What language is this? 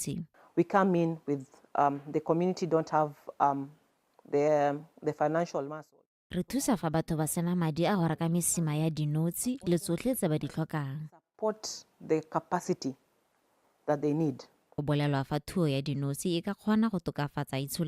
Tswana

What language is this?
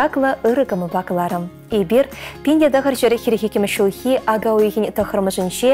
Chuvash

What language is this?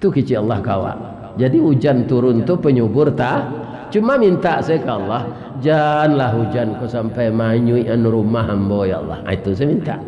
Minangkabau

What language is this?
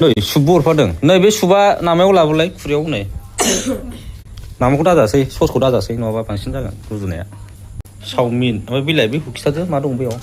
Bodo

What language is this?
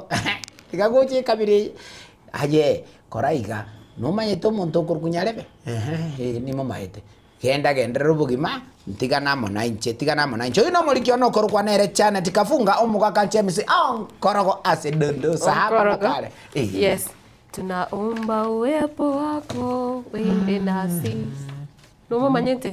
Gusii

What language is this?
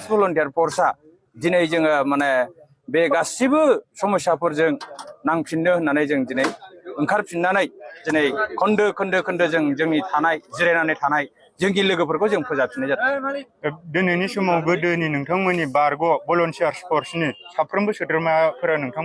Bodo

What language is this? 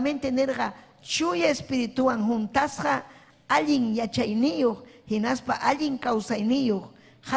Ayacucho Quechua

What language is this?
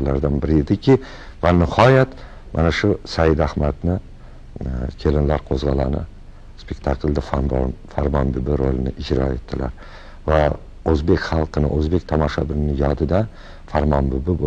Uzbek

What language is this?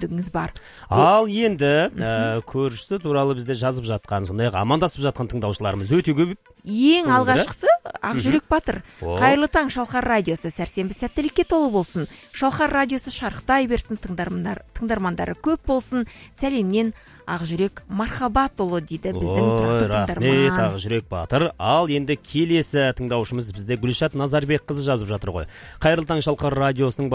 Kazakh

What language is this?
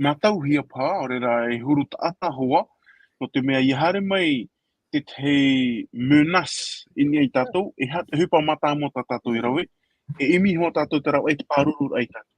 Tahitian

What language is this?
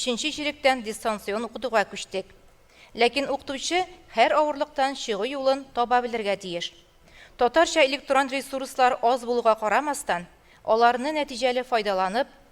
Tatar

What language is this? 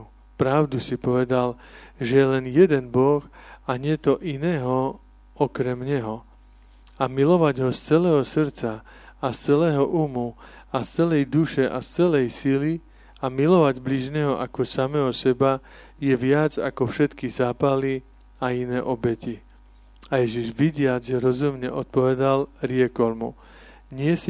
Slovak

